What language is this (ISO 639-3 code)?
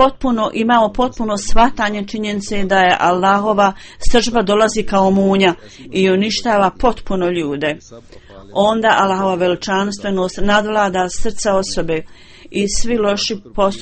bos